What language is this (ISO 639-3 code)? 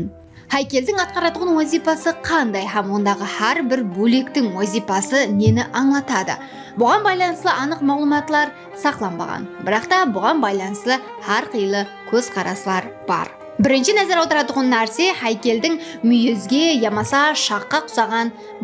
kaa